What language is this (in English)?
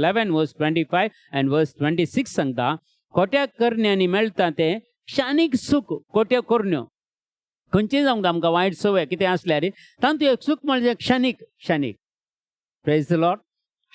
Konkani